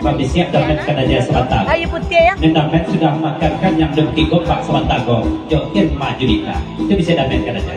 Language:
Minangkabau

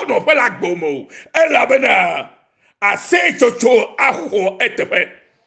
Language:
Ewe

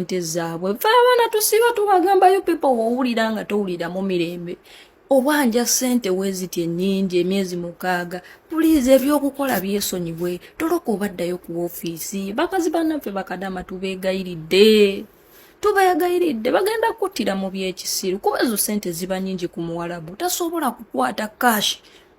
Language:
Ganda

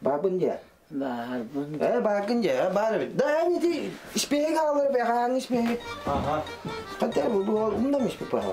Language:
Yakut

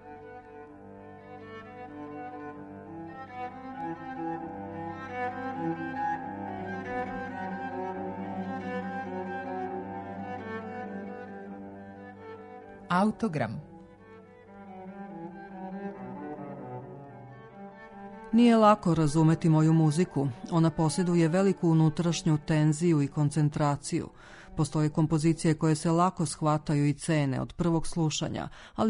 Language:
Serbian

